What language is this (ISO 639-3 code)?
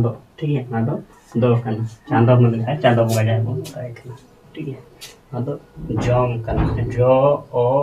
sat